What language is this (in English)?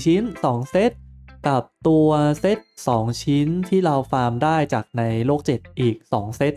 Thai